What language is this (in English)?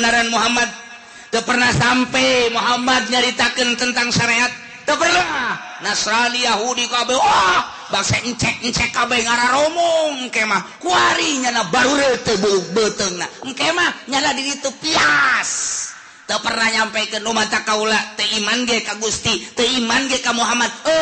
Sundanese